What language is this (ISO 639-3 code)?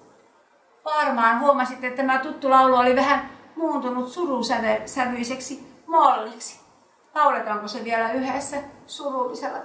fin